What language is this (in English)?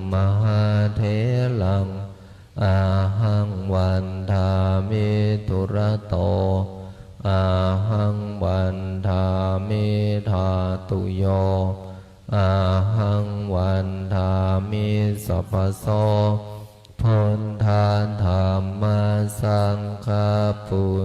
Pali